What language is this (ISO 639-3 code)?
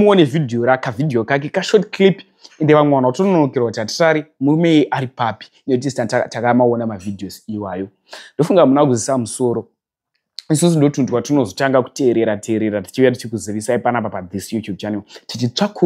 sna